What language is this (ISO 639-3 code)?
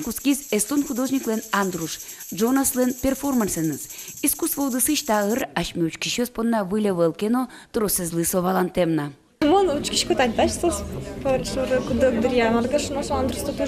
udm